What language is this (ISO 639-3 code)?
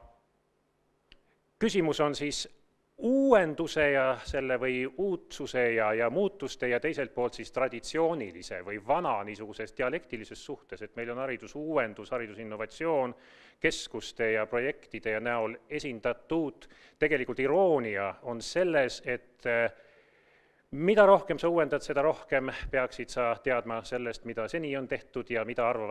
est